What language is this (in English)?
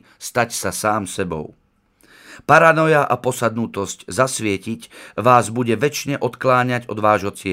Slovak